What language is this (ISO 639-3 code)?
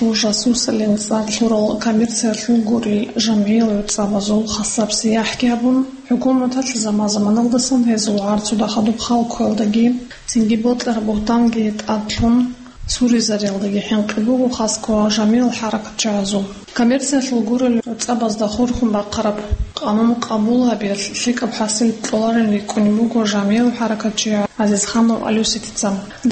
ava